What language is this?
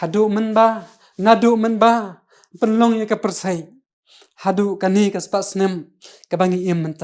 Khasi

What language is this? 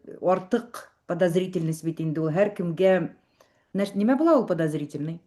Bashkir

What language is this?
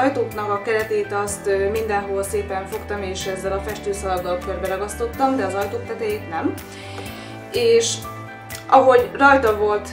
Hungarian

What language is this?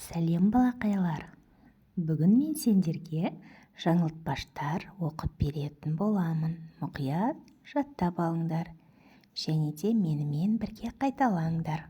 Kazakh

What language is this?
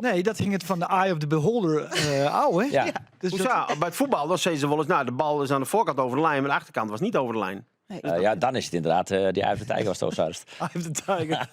Western Frisian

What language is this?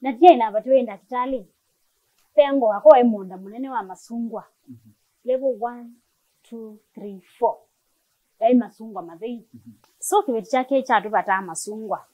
Kamba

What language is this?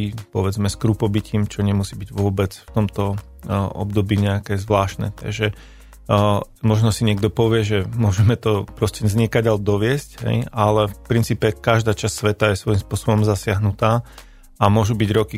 Slovak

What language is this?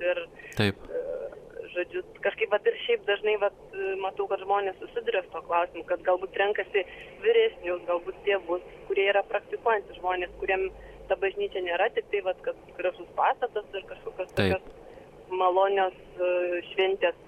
Lithuanian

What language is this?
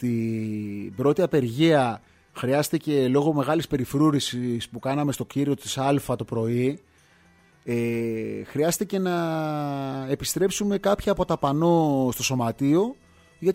Greek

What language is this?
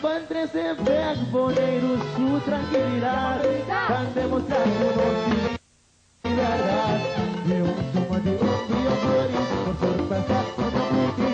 Papiamento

